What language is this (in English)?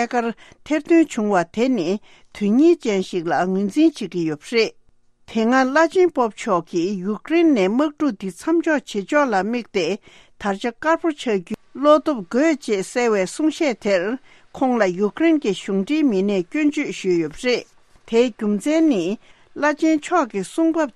Tibetan